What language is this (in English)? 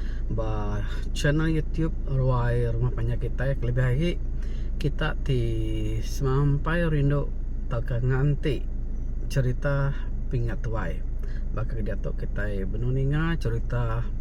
Iban